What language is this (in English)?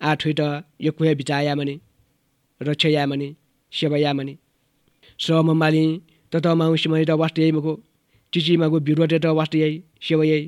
Newari